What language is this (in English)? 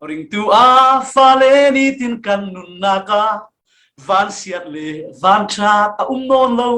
Falam Chin